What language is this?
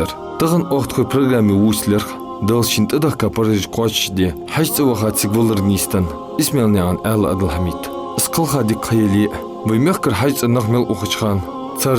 Ingush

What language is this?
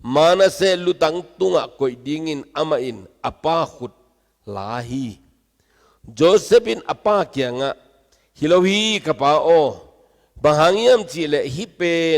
Tedim Chin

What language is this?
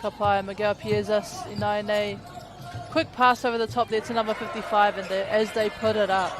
Māori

